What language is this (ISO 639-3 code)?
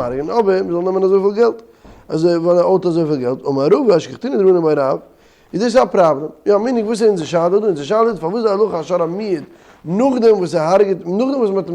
yid